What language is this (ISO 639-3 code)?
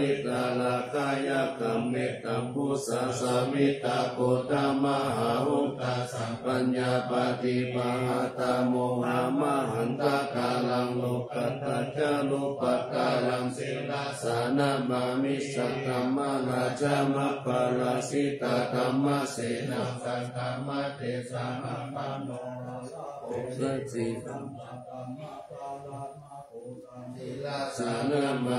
pli